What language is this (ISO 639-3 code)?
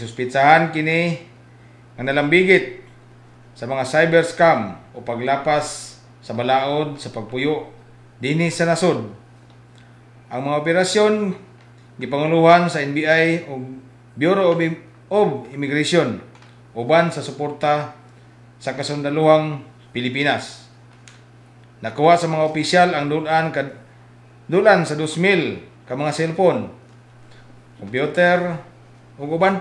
ceb